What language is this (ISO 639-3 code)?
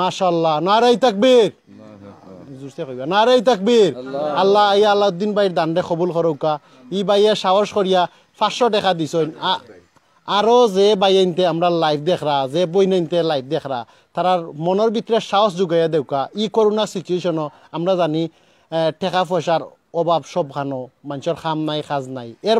syl